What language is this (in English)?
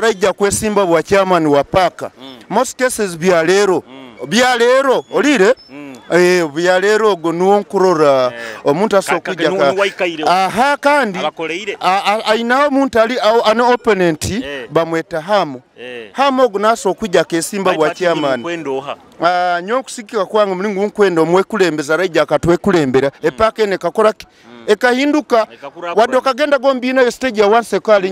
Nyoro